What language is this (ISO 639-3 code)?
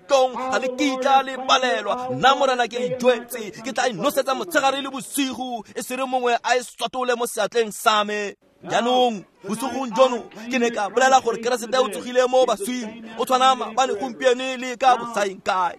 tsn